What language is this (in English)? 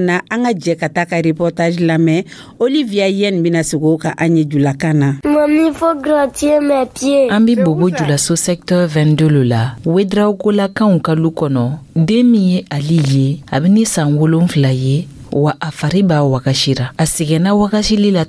Dyula